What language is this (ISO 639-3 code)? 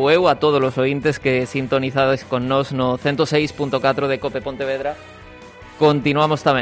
glg